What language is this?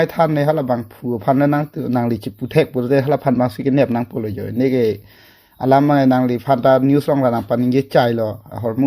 Karbi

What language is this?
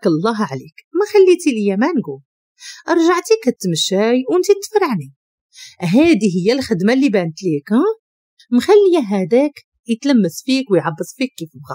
Moroccan Arabic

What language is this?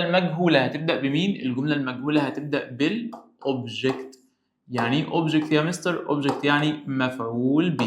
Egyptian Arabic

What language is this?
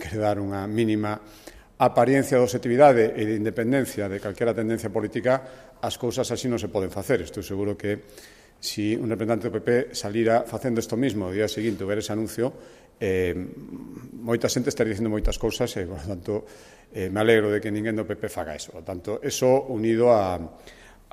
Galician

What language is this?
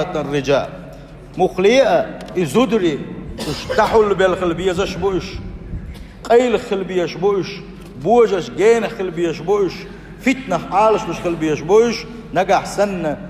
Chechen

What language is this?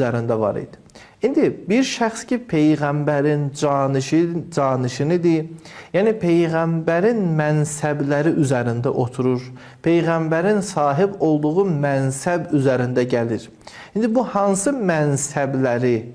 Azerbaijani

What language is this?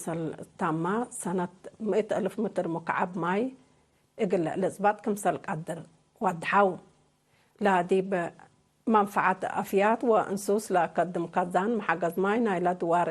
Tigre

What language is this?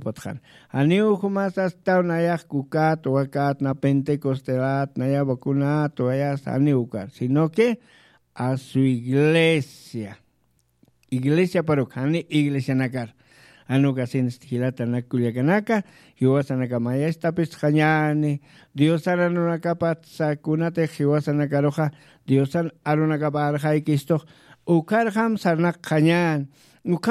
Aymara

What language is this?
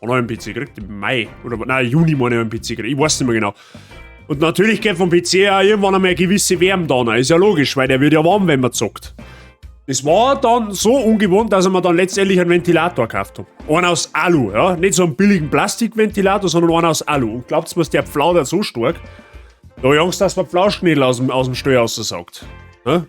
Bavarian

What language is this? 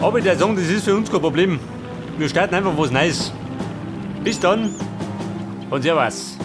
Bavarian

